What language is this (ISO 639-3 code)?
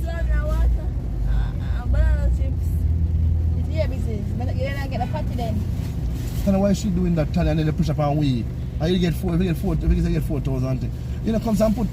jam